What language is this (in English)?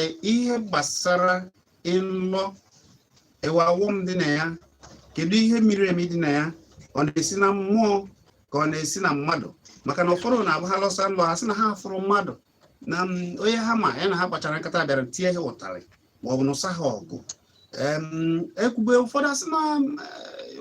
Igbo